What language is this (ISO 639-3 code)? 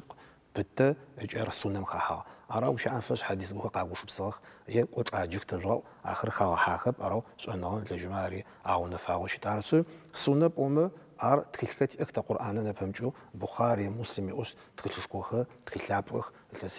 ady